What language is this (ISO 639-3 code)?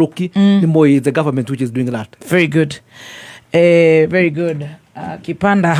kik